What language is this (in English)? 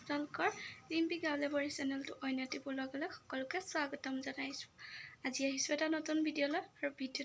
Assamese